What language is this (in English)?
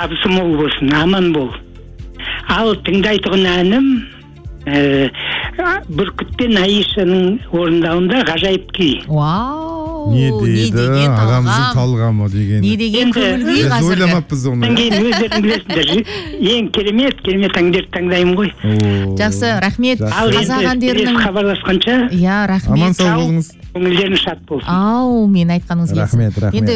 Kazakh